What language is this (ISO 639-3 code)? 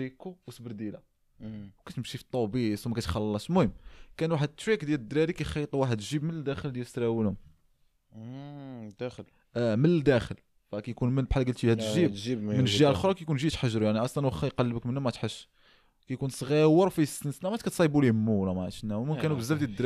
ary